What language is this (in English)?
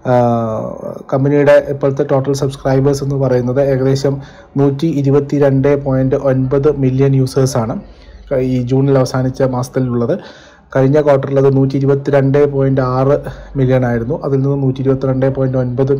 Malayalam